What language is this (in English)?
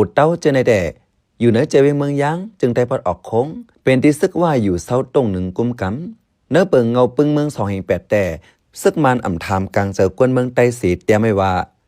Shan